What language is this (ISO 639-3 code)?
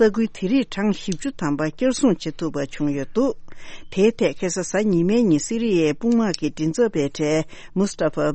bod